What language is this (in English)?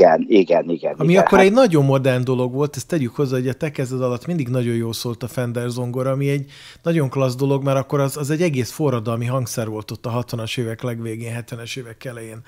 Hungarian